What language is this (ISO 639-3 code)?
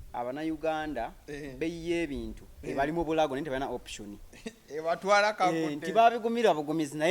lug